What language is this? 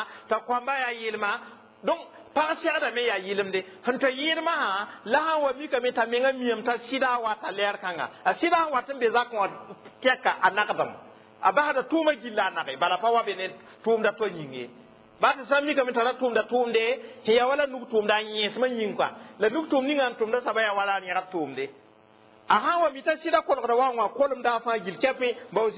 Mossi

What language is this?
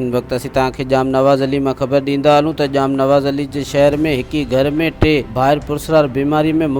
Sindhi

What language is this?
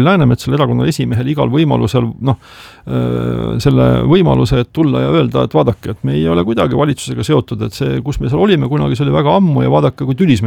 Estonian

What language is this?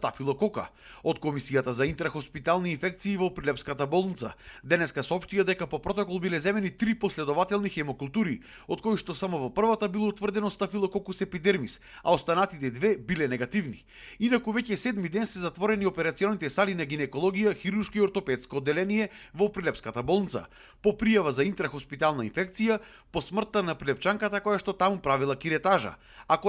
Macedonian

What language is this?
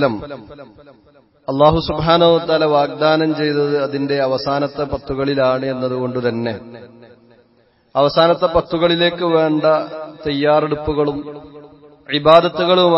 Malayalam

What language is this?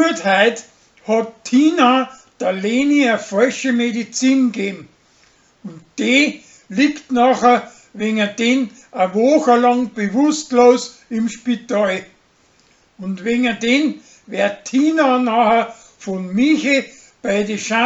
Bavarian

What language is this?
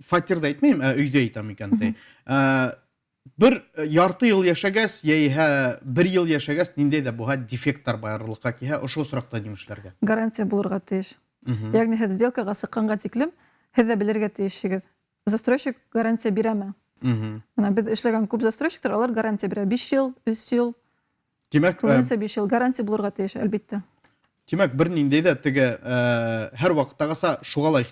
Bashkir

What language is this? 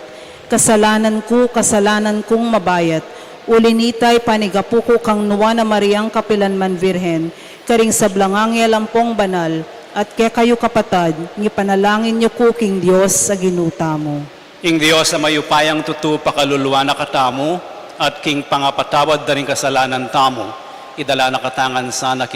Pampanga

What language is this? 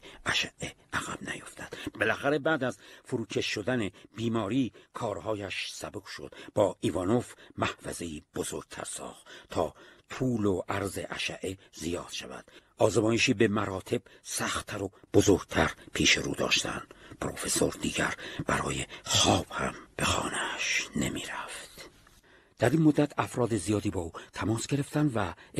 Persian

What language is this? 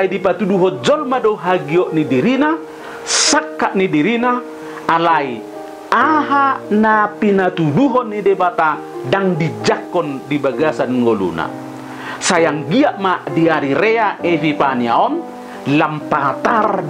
Batak Toba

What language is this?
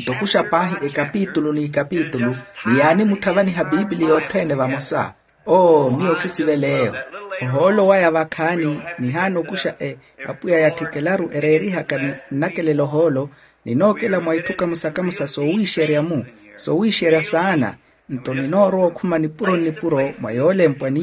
Makhuwa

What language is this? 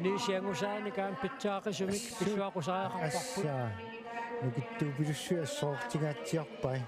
Kalaallisut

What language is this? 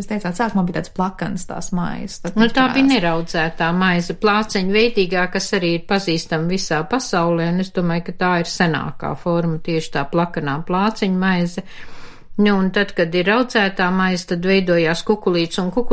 Latvian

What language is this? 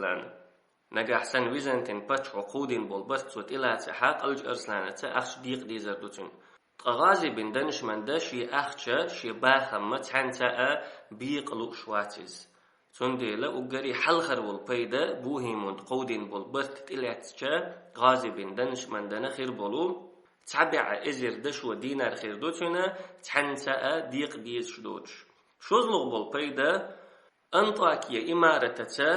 Chechen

